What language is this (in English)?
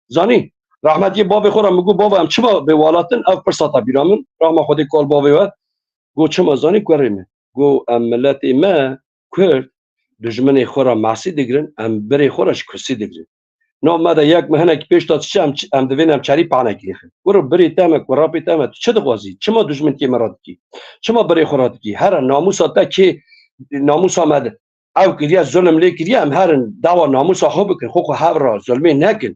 Kurdish